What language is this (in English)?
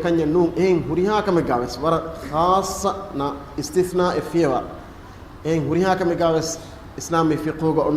Divehi